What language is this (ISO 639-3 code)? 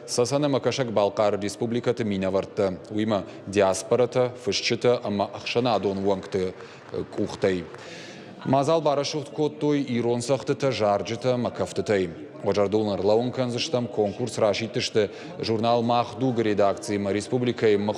oss